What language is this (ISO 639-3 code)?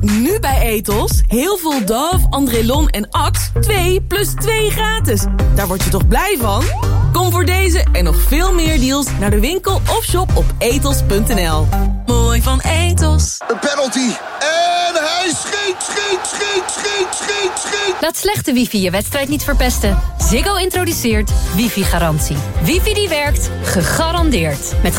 nld